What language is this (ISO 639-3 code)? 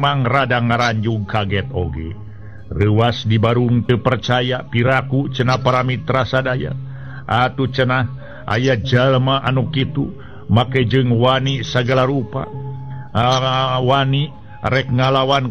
sun